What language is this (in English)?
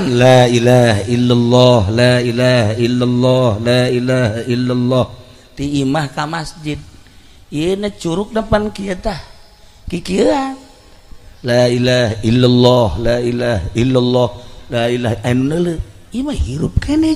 Sundanese